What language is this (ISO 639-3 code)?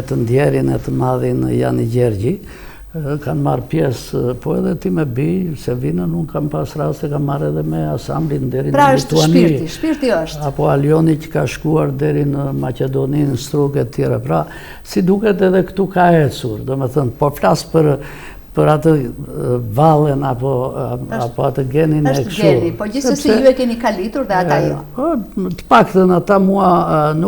sqi